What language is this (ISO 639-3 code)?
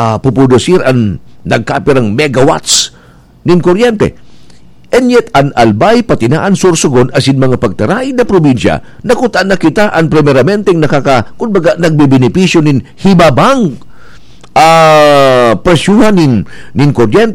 bik